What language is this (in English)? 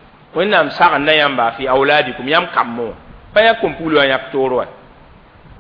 Mossi